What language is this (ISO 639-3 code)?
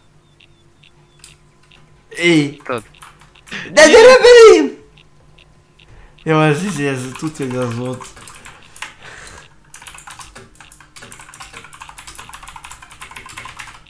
hun